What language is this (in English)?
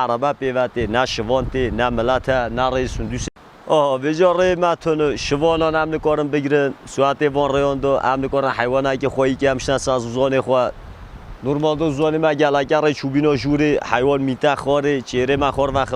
Kurdish